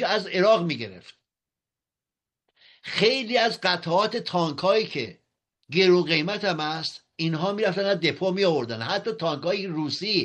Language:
Persian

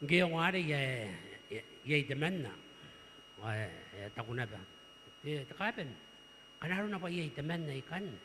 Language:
Gilbertese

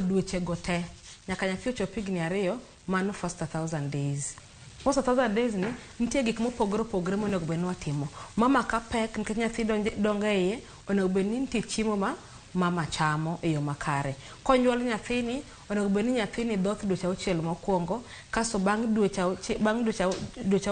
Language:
Luo (Kenya and Tanzania)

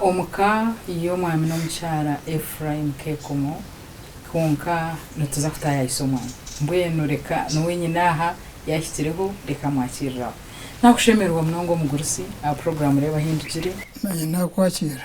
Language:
Nyankole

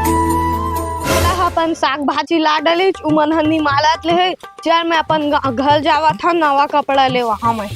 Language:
Chhattisgarhi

